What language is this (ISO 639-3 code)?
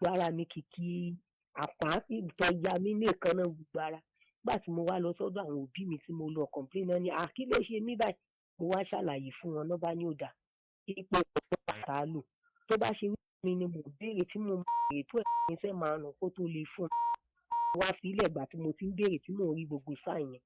yor